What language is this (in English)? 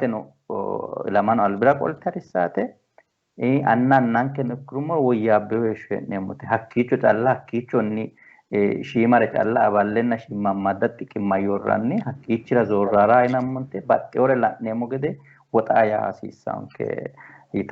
Sidamo